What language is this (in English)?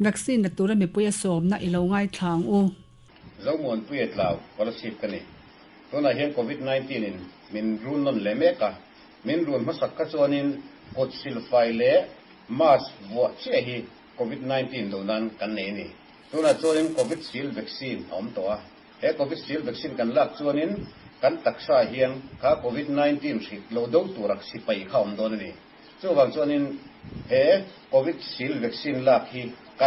Mizo